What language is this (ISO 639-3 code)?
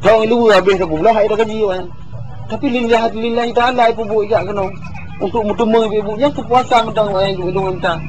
ace